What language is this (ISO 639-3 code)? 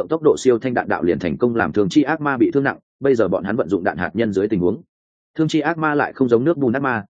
vie